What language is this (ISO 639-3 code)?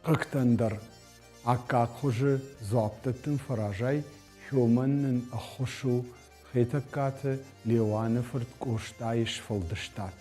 oss